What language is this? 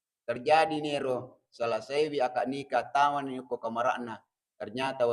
Buginese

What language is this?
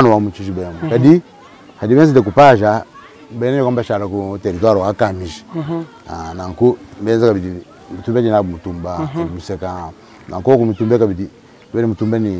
Luba-Lulua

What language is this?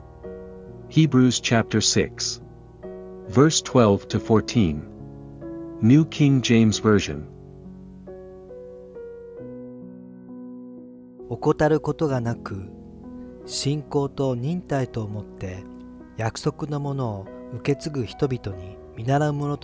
Japanese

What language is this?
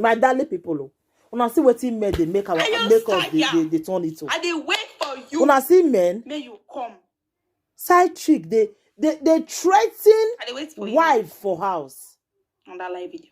Nigerian Pidgin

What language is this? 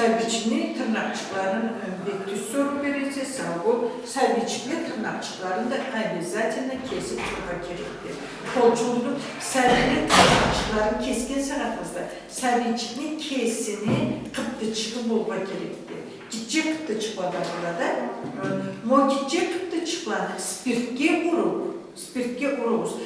Karachay-Balkar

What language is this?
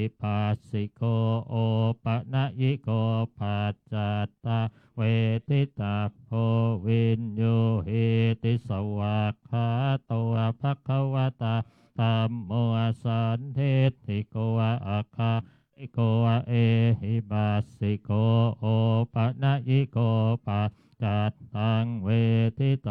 Pali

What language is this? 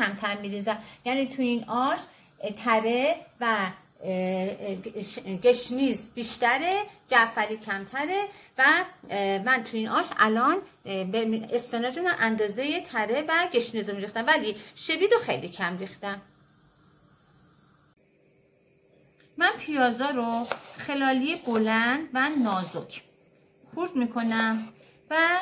Persian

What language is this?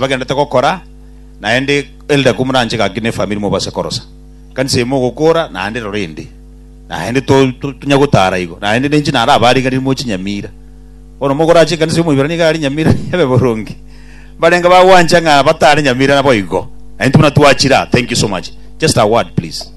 Gusii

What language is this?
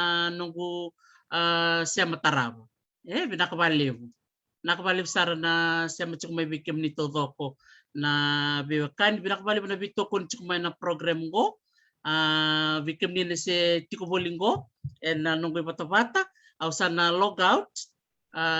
Fijian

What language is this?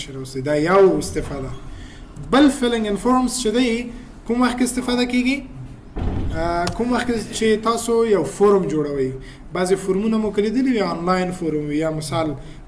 Pashto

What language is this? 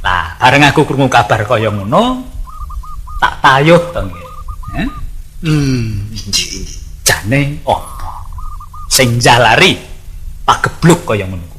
Javanese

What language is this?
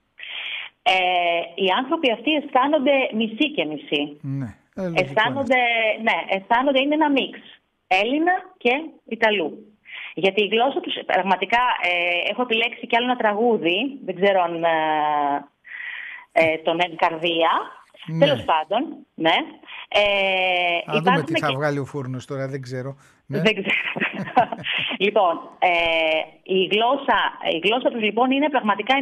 Greek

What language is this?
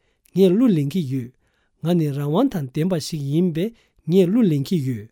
Tibetan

